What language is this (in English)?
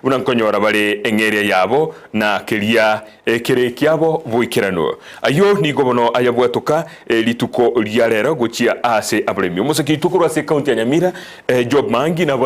Gusii